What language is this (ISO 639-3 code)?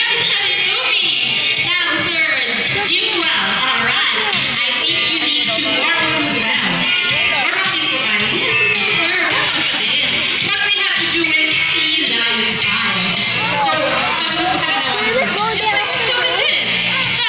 fil